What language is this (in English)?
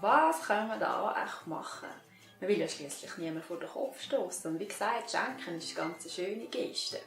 Swiss German